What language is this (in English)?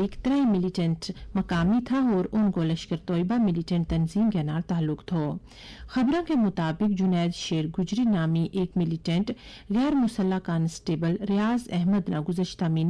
Gujari